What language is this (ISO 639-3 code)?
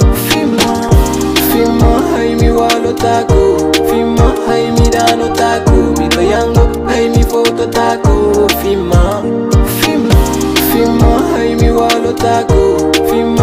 ful